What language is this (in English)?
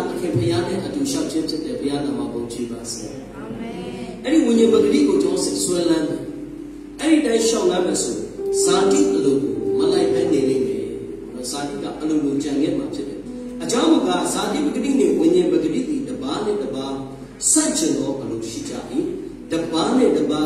Burmese